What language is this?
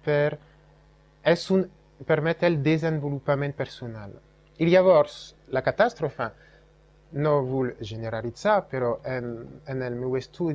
Catalan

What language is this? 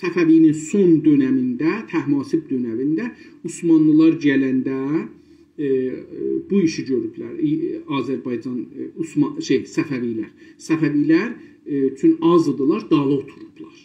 South Azerbaijani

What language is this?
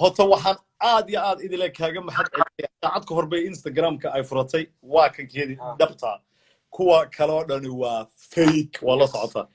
Somali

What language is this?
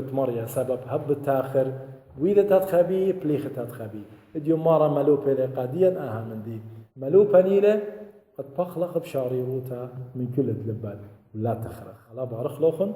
Assyrian Neo-Aramaic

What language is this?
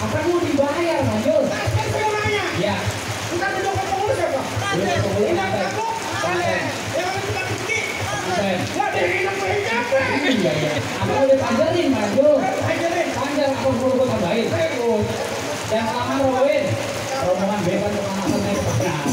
Betawi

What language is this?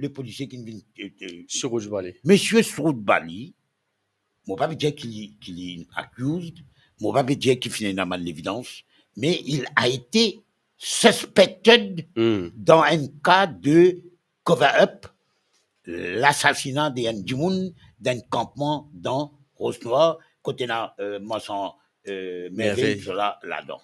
Morisyen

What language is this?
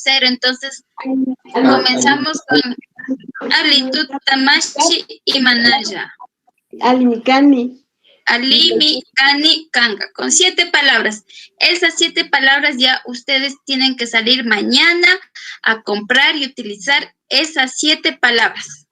Chimborazo Highland Quichua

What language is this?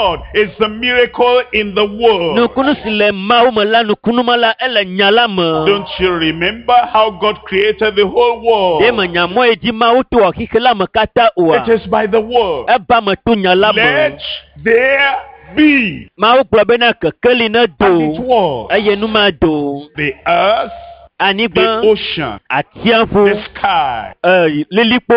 Ewe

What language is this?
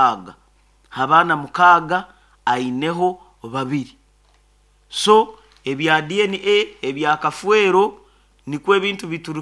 Nyoro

